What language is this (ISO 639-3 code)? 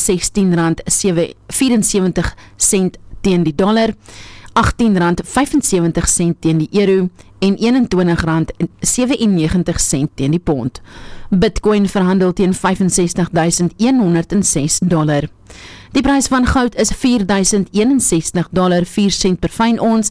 afr